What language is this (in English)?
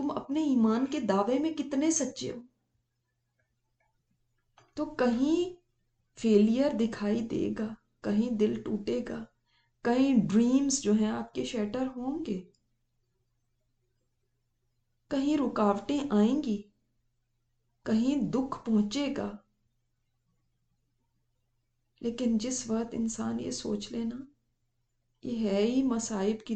Urdu